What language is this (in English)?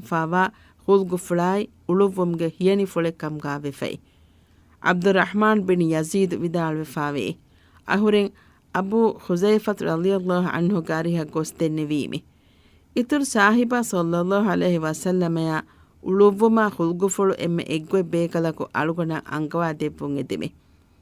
Divehi